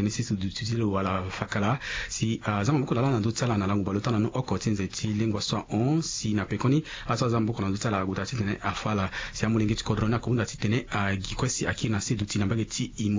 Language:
Sango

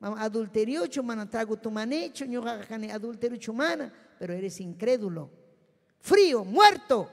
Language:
Ayacucho Quechua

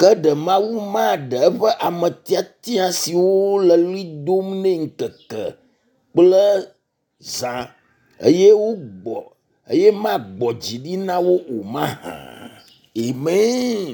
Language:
Ewe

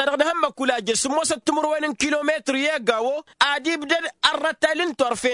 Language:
Tamasheq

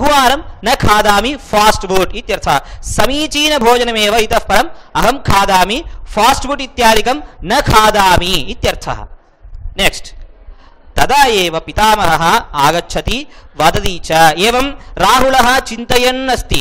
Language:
Sanskrit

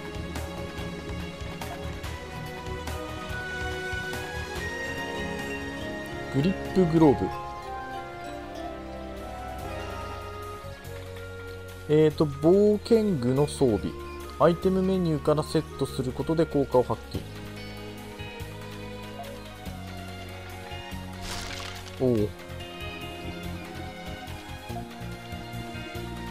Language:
Japanese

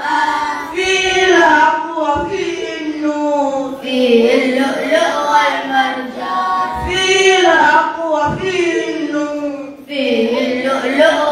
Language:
Ngazidja Comorian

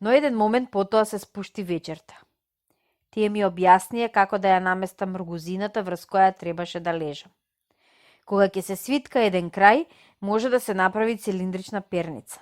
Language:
Macedonian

